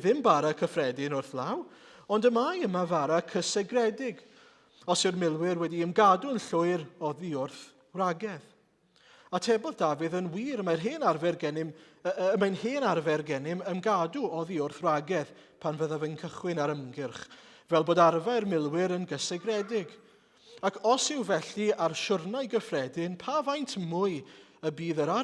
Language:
Welsh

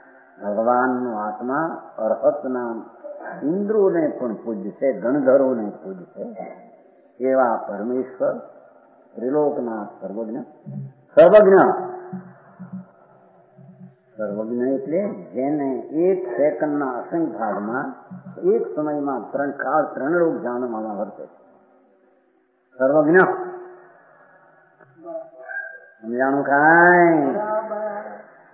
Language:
Gujarati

